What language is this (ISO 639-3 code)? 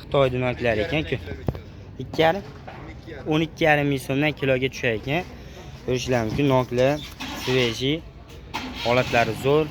uzb